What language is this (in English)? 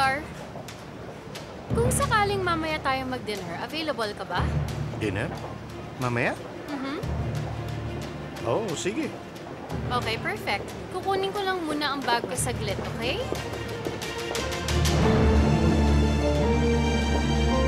Filipino